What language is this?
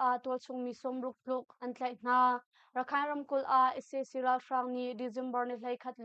Hakha Chin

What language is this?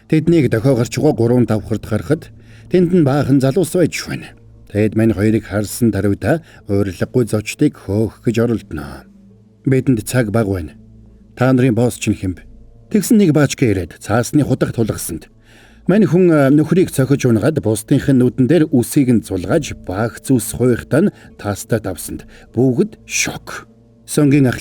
Mongolian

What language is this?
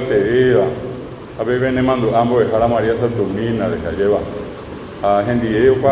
Guarani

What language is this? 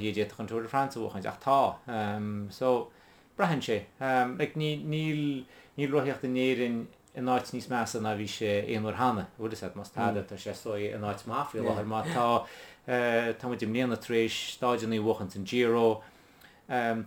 Irish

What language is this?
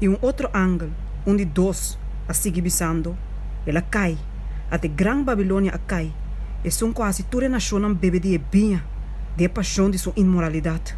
Papiamento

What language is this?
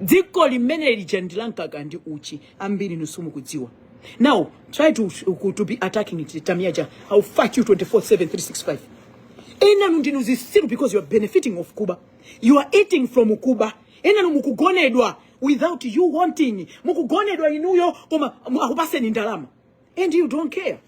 Nyanja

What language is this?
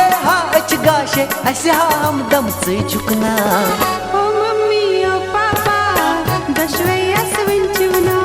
Kashmiri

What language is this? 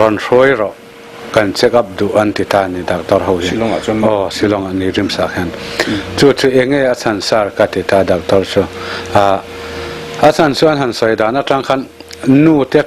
Mizo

